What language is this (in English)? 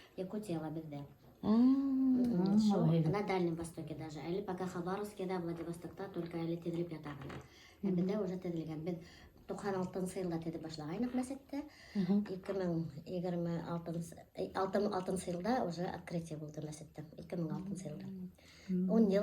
Bashkir